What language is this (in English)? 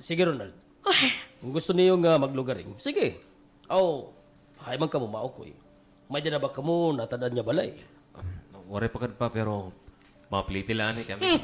Waray